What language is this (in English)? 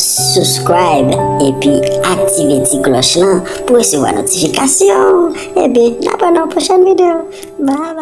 Haitian Creole